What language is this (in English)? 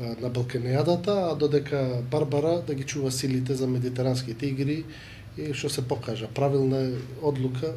Macedonian